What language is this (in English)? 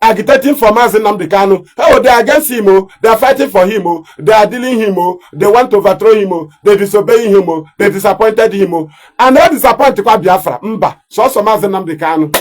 Igbo